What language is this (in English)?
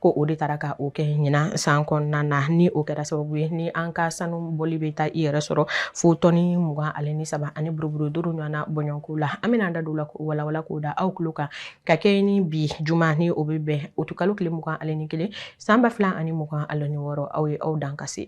Bambara